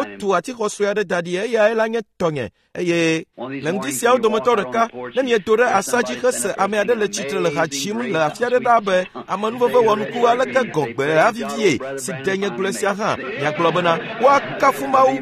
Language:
Ewe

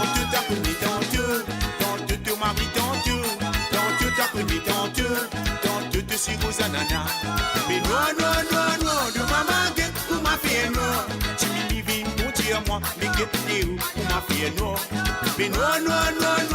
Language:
Morisyen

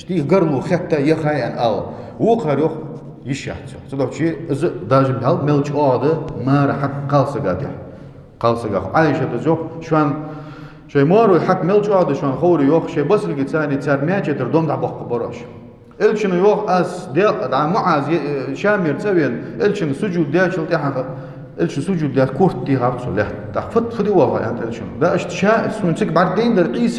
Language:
Ingush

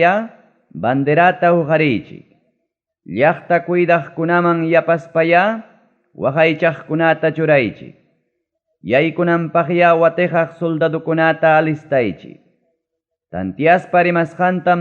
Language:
Ayacucho Quechua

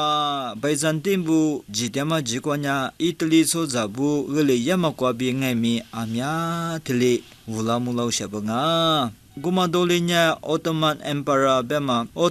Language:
Lisu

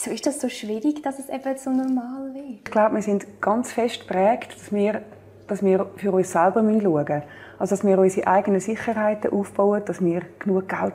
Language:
Swiss German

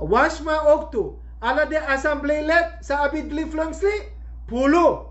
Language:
Sranan Tongo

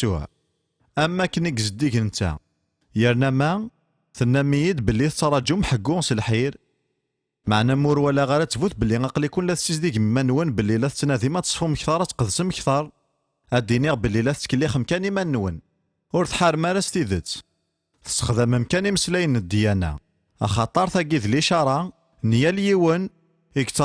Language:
Kabyle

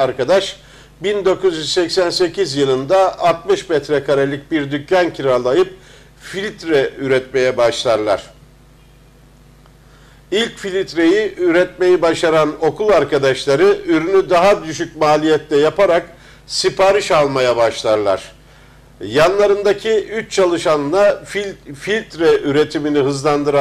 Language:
Turkish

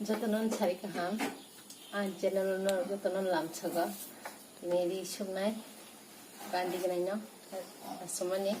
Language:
Kok Borok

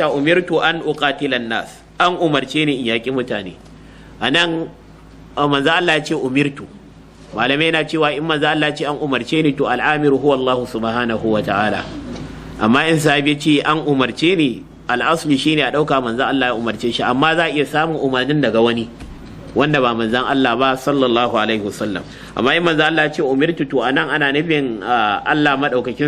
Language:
Hausa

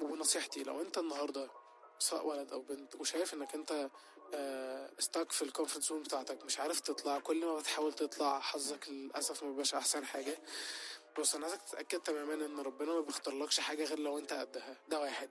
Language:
Egyptian Arabic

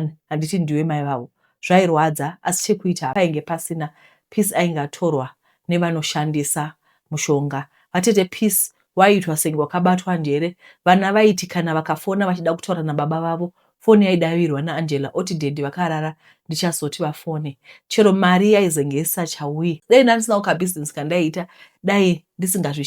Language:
Shona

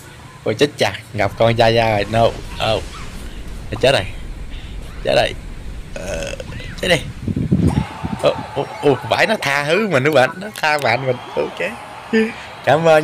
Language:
Vietnamese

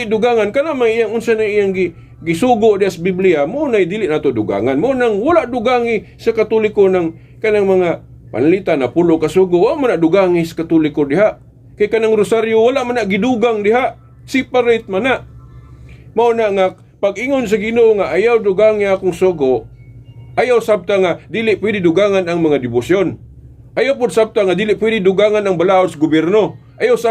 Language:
Cebuano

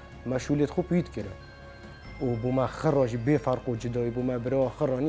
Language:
Kurdish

